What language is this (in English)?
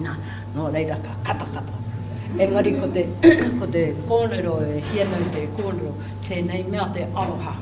Māori